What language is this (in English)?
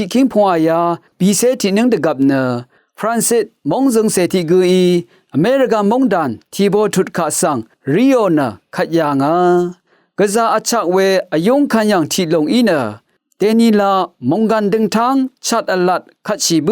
Rawang